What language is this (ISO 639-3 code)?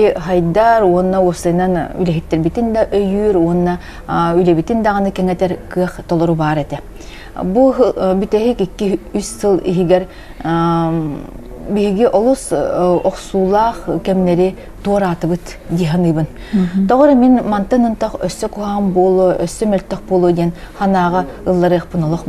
sah